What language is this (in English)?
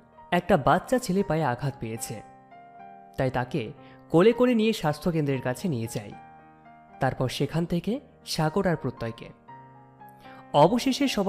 Bangla